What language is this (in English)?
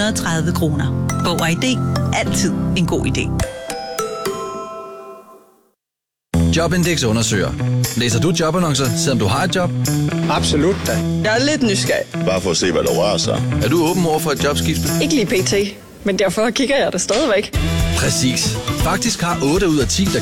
Danish